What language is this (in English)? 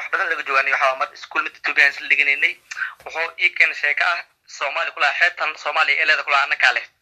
Somali